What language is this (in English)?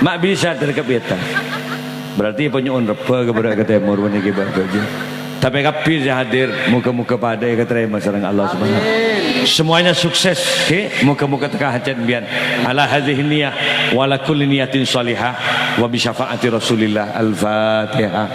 Madurese